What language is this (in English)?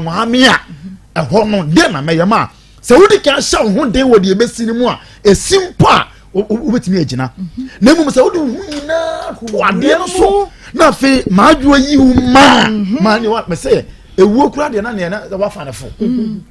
Akan